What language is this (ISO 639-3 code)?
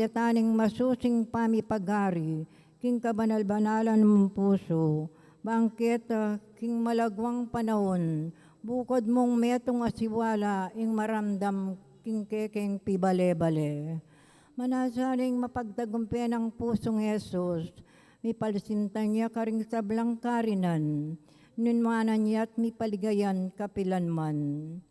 pam